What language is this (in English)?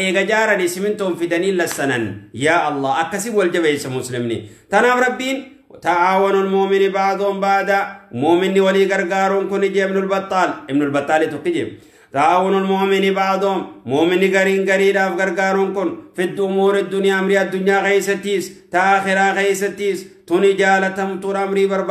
Oromo